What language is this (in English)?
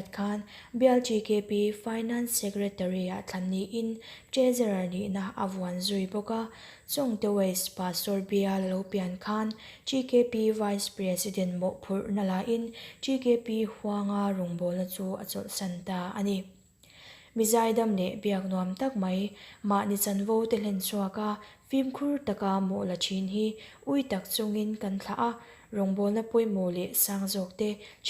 Mizo